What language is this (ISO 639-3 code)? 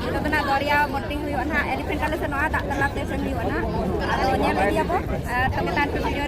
sat